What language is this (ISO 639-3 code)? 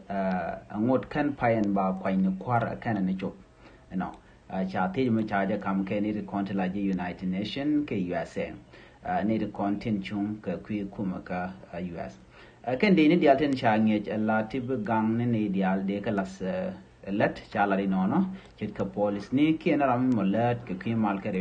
nus